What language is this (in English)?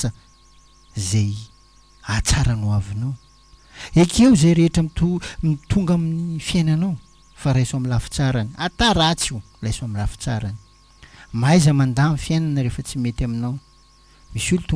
Malagasy